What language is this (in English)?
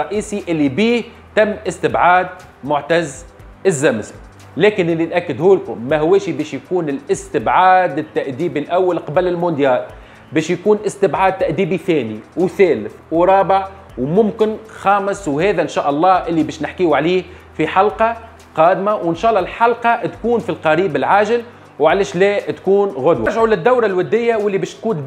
Tunisian Arabic